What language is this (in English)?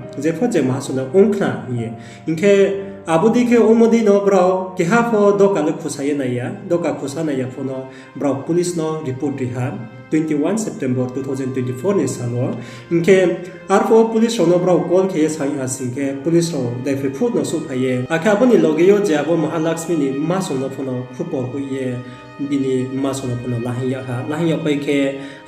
Riang (India)